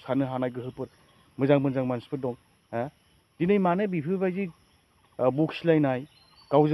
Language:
Bodo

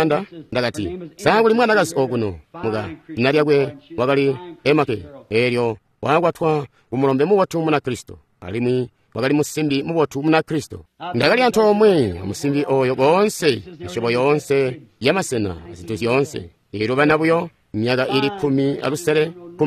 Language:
Tonga (Zambia)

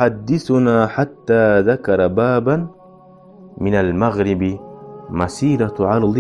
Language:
Kumyk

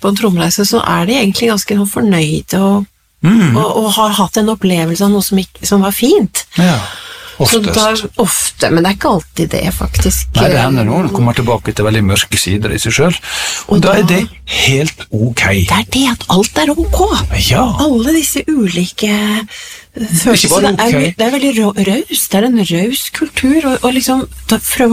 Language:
Norwegian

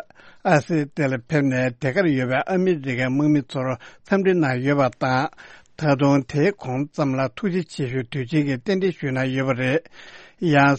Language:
Tibetan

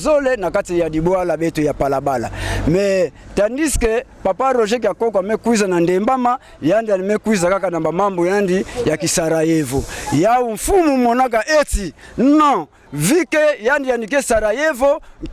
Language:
Kituba (Democratic Republic of Congo)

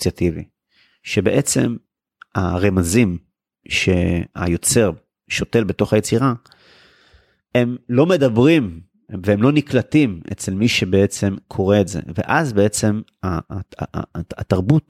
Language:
Hebrew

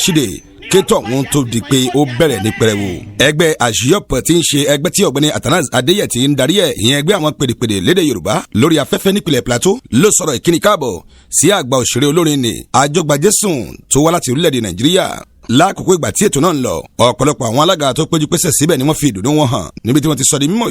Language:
Yoruba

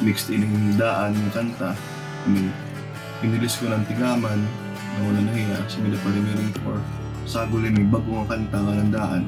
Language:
Waray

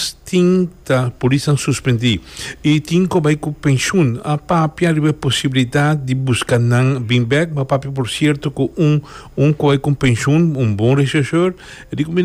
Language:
Papiamento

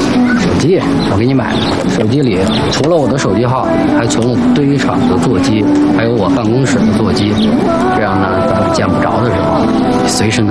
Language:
Chinese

